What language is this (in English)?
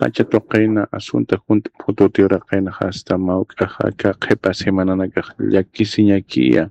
Aymara